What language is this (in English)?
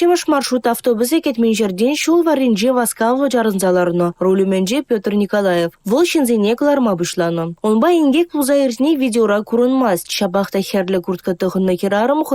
Chuvash